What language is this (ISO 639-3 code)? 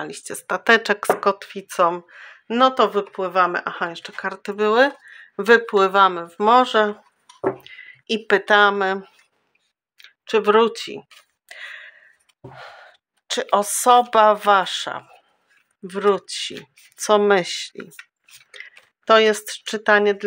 pol